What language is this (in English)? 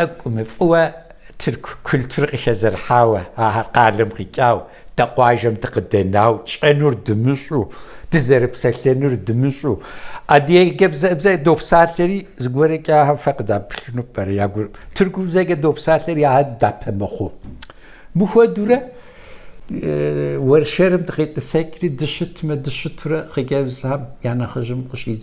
Kabardian